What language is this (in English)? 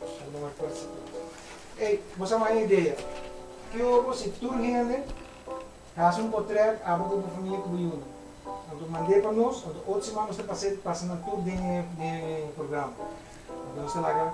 Papiamento